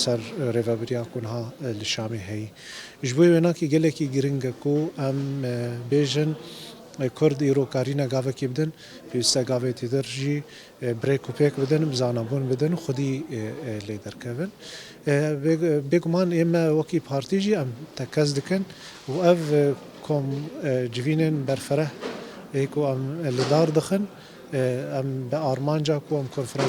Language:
Kurdish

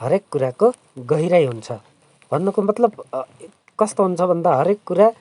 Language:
Nepali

